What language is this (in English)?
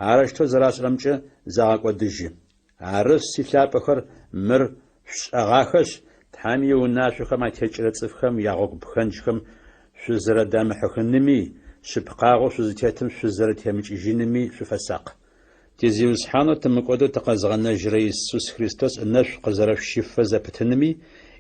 Adyghe